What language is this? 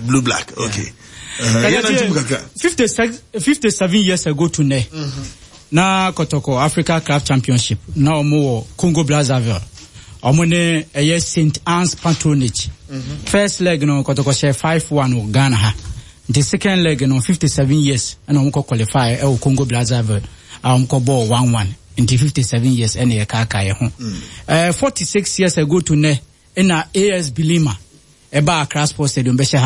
Akan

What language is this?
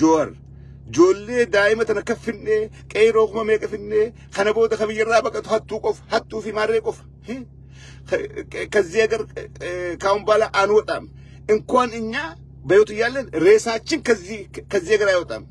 Oromo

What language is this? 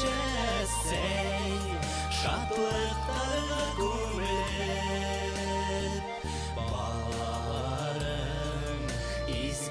Bashkir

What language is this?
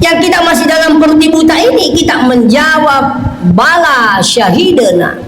Buginese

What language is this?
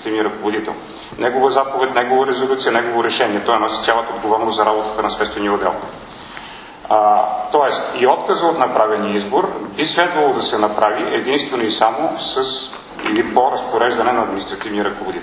Bulgarian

